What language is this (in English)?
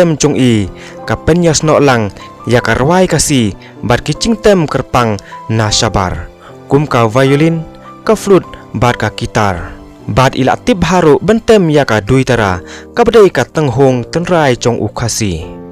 Khasi